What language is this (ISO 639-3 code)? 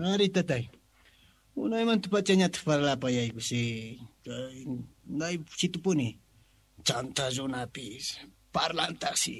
que